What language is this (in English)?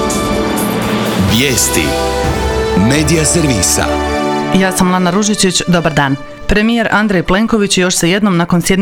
Croatian